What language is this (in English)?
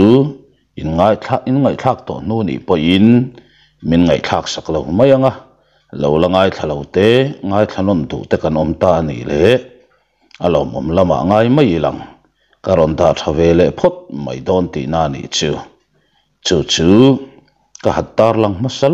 Mizo